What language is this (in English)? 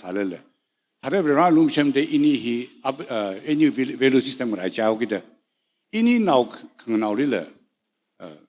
Tangkhul Naga (India)